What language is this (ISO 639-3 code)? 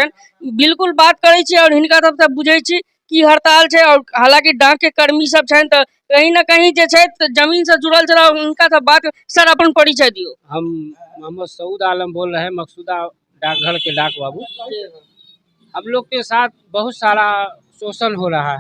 mai